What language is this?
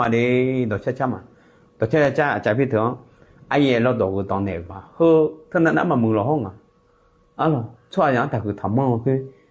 Akha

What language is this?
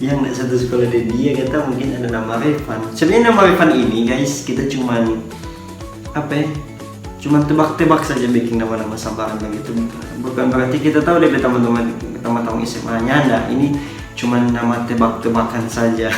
Manado Malay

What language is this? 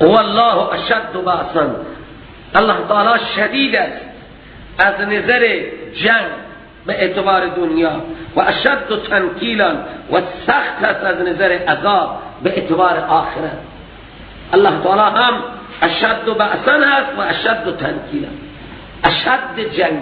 Persian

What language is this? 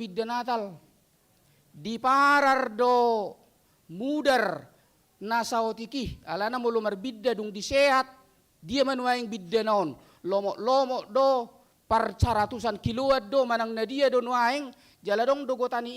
Batak Toba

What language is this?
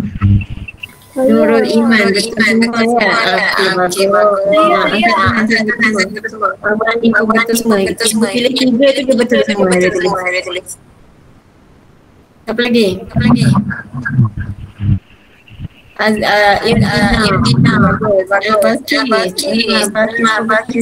Malay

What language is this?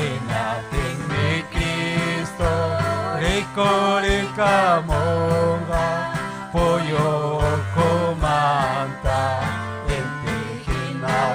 Ayacucho Quechua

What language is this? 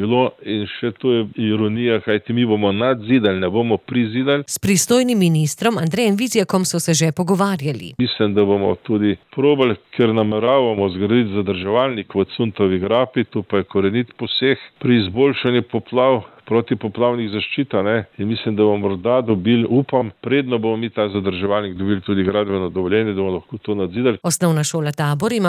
Slovenian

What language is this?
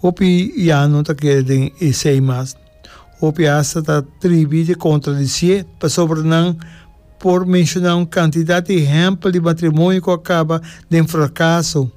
Papiamento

